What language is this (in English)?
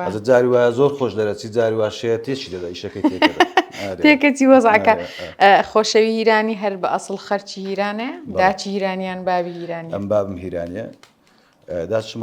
Central Kurdish